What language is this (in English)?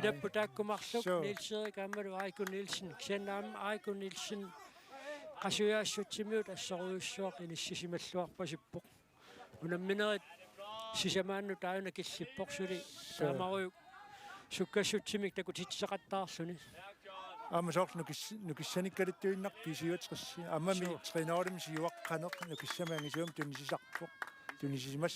Kalaallisut